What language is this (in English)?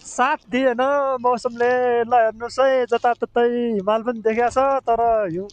Nepali